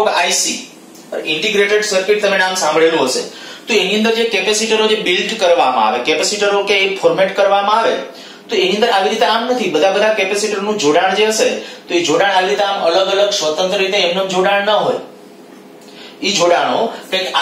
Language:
Gujarati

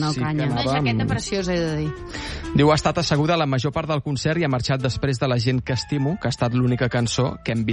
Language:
Catalan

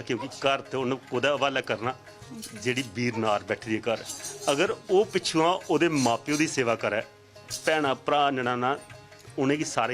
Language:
Dogri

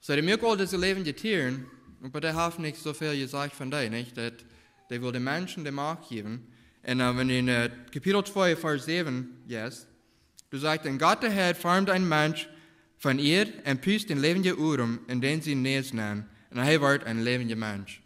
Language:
Plautdietsch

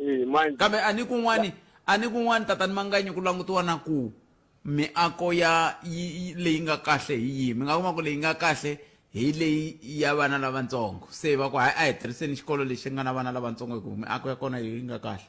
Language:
Tsonga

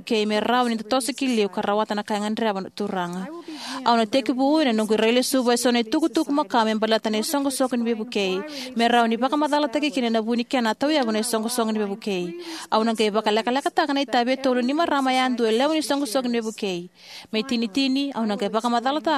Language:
Fijian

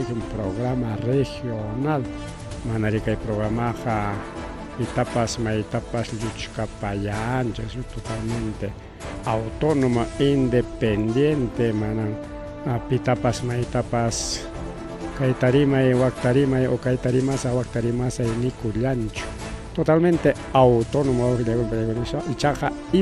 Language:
Ayacucho Quechua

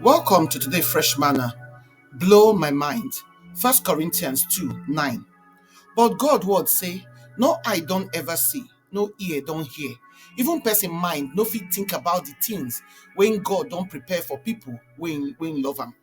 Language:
Nigerian Pidgin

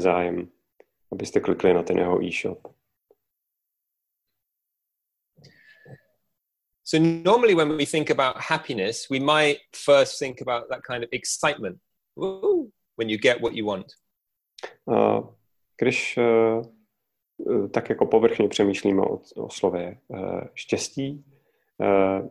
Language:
Czech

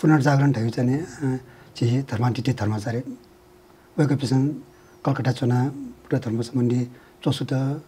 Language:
Newari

